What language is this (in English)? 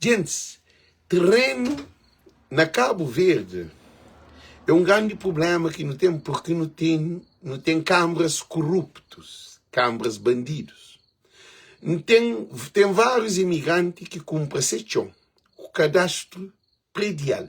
Kabuverdianu